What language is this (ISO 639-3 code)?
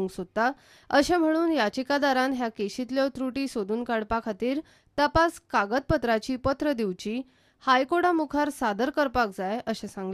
kok